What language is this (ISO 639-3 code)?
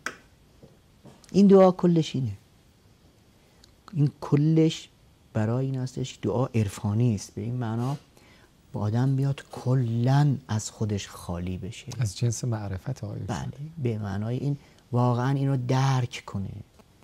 fas